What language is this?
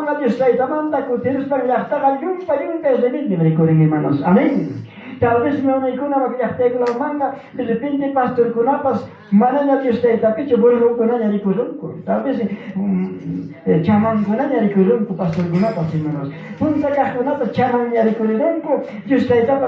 Ayacucho Quechua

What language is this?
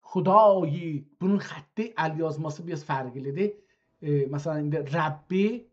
South Azerbaijani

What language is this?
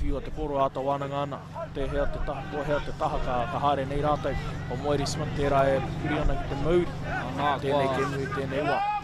Māori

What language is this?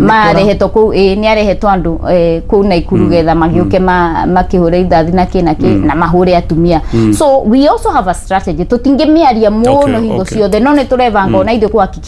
Kikuyu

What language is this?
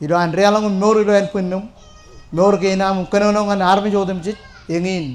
Marshallese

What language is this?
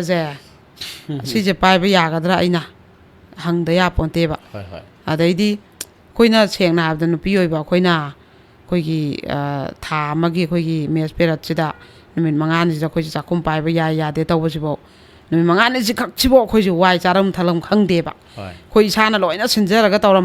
Manipuri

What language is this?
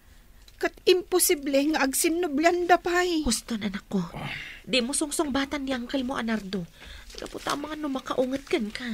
Iloko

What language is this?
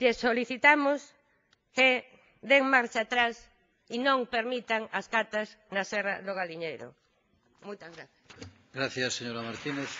Galician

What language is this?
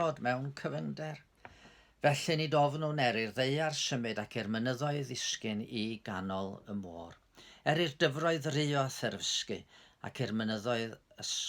Welsh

